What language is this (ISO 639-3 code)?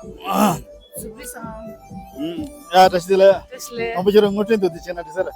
bod